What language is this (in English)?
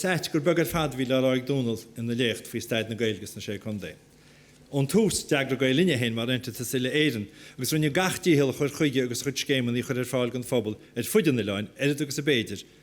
Irish